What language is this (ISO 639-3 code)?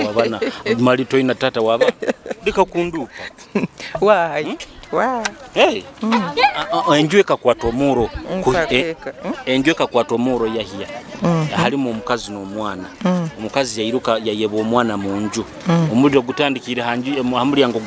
nyo